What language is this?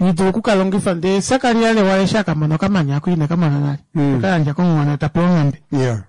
Kuanyama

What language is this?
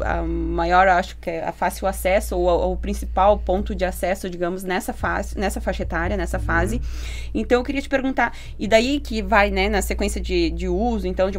Portuguese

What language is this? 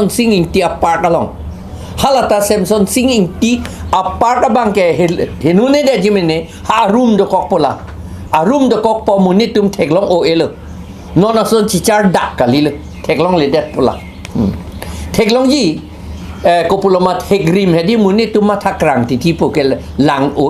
Karbi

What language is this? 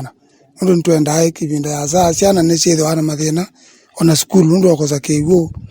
Kamba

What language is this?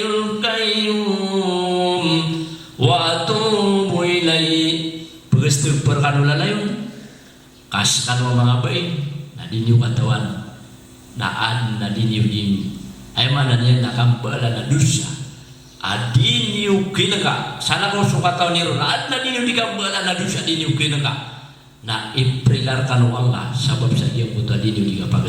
Maranao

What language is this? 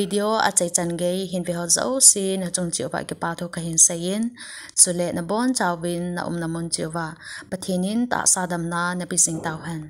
Thado Chin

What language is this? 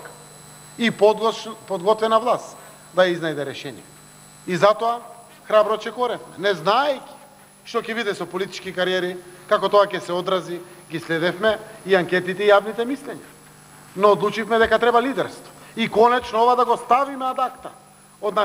Macedonian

